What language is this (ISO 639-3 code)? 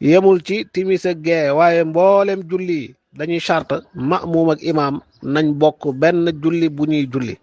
wol